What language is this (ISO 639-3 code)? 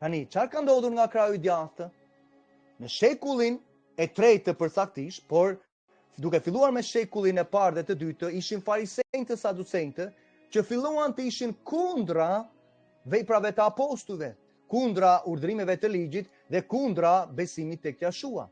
sqi